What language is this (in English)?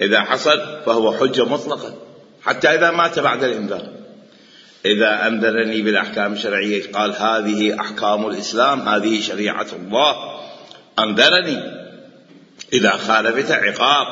Mesopotamian Arabic